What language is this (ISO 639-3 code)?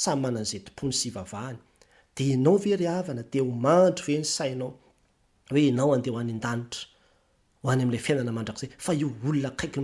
mlg